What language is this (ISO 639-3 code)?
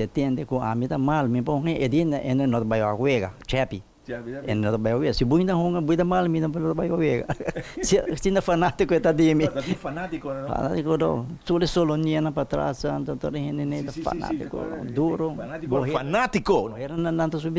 pap